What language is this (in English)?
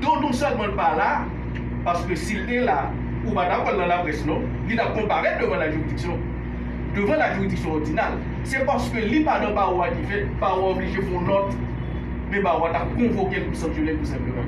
Haitian Creole